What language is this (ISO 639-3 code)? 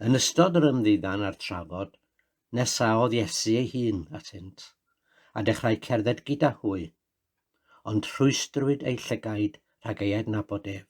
cym